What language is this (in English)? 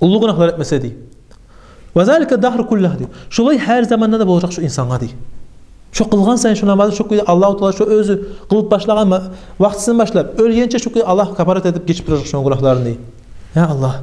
Kumyk